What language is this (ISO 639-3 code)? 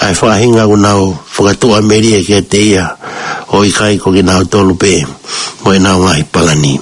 ton